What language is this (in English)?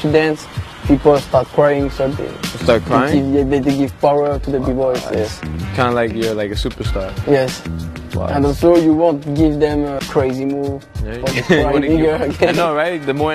English